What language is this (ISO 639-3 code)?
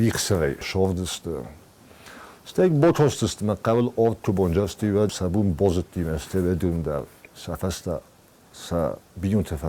oss